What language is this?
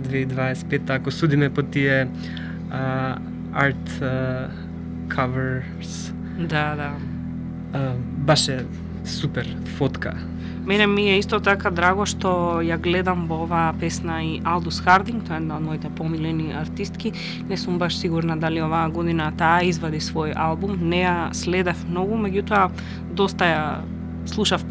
Macedonian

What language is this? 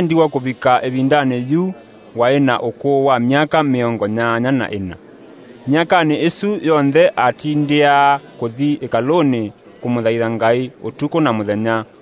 Kamba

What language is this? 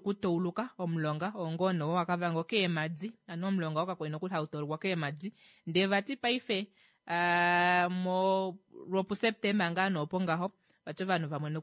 Kuanyama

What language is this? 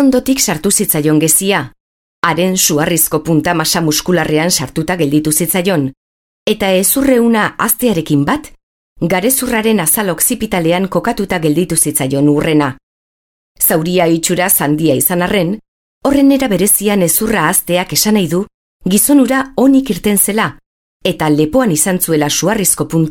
Basque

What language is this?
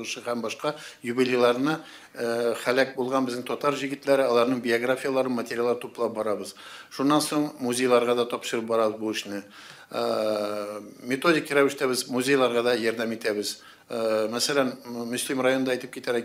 Tatar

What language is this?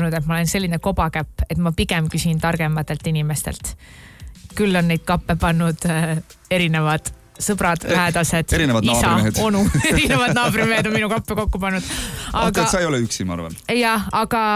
Estonian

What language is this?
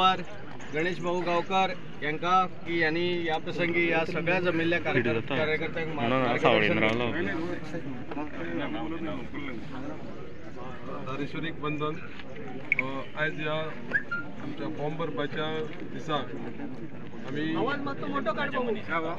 Konkani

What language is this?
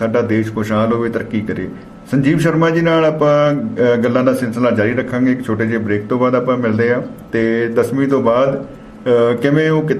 Punjabi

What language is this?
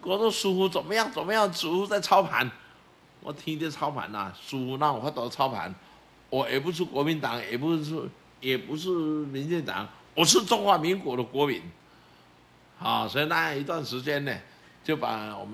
Chinese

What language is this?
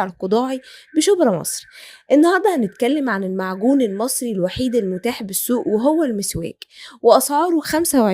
Egyptian Arabic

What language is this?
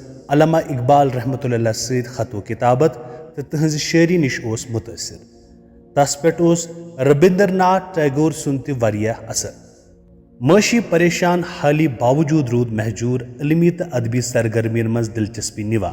Kashmiri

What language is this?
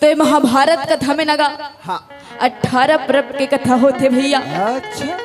Chhattisgarhi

